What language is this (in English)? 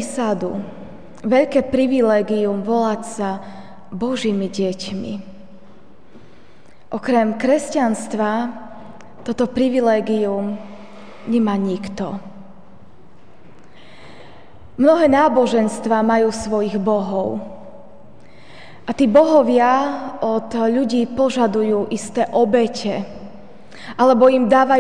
Slovak